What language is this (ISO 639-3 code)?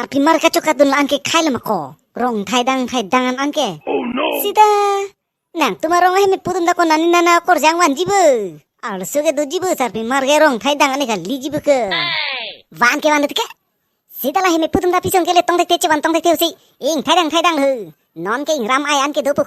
mjw